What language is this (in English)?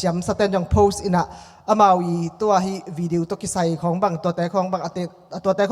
Tedim Chin